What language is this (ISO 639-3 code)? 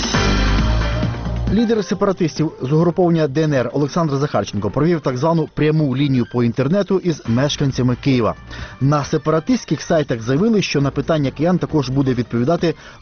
ukr